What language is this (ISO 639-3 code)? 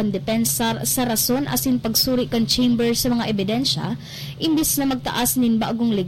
bik